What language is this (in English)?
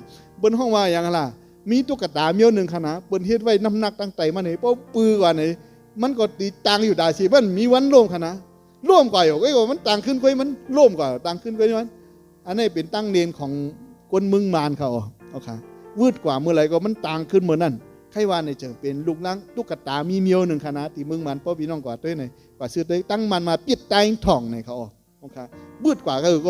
Shan